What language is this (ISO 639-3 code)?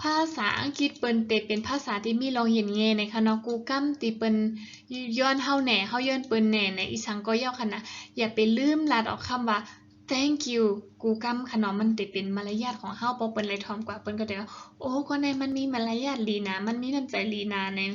shn